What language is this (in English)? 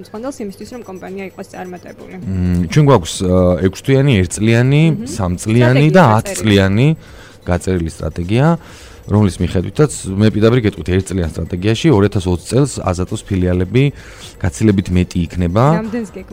Georgian